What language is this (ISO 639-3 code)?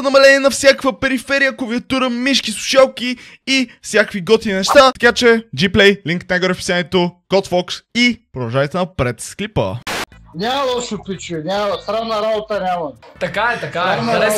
bul